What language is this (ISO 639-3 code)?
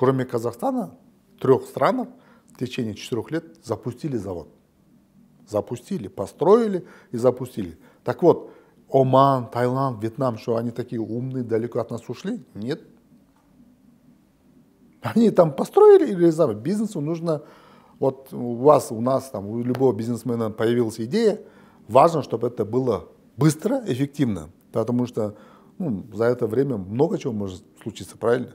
rus